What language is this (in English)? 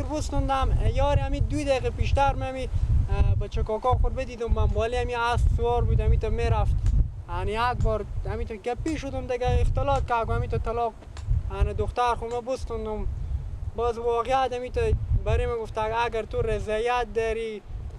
Persian